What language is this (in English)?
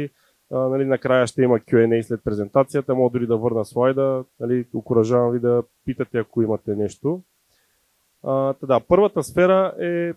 Bulgarian